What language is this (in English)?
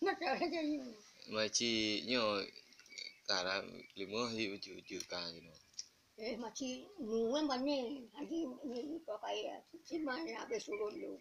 Achinese